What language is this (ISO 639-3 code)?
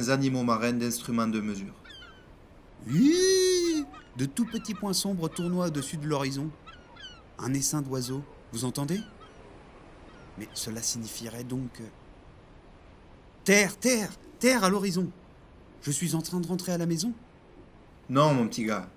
fra